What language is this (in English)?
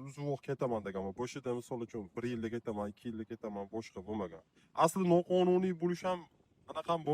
Uzbek